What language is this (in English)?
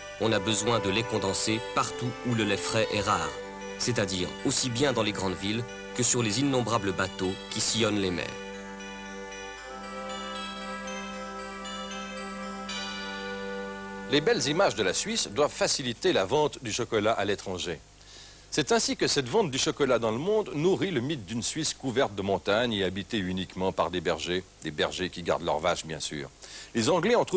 French